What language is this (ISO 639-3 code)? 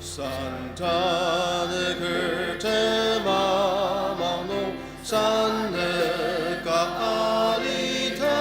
njo